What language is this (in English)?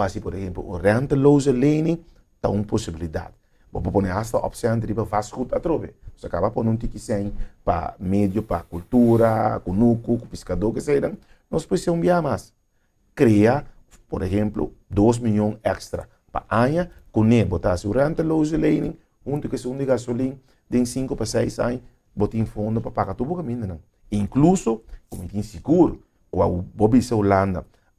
Papiamento